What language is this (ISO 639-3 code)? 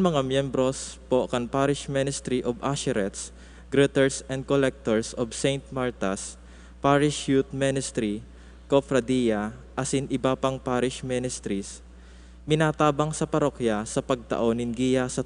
bik